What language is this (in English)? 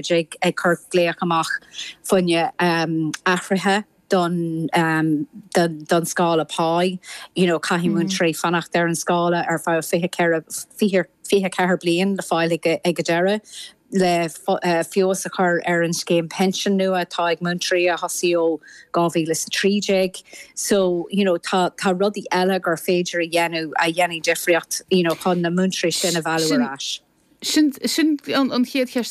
Irish